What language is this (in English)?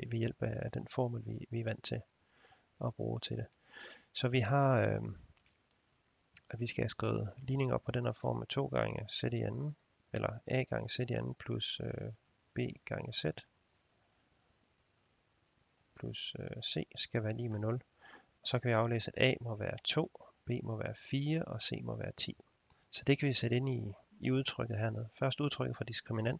Danish